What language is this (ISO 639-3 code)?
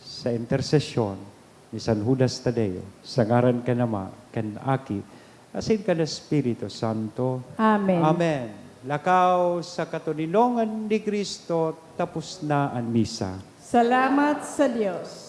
bik